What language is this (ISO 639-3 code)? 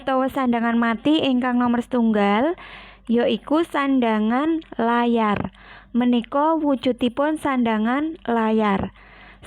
jav